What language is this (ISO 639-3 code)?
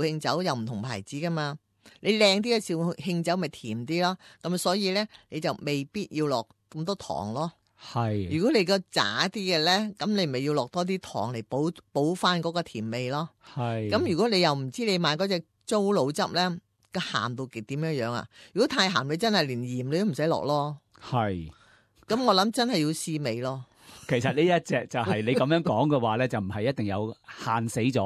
yue